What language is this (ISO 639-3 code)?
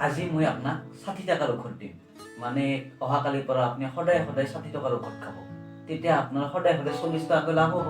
asm